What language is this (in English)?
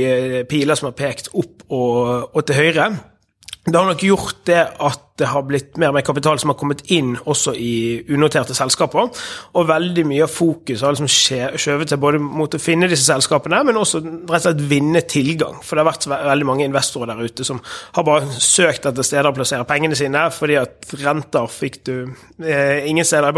Norwegian